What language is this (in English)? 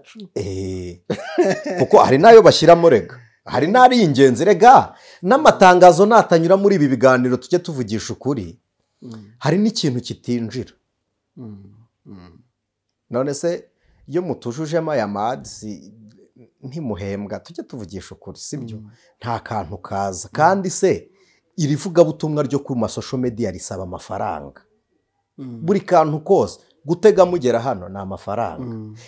Kinyarwanda